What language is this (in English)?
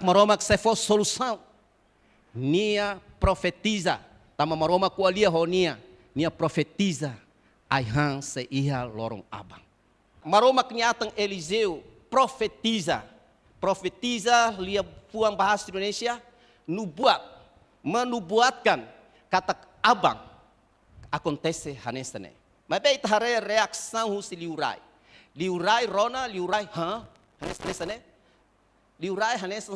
Tetum